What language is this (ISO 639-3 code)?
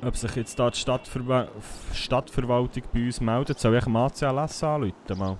gsw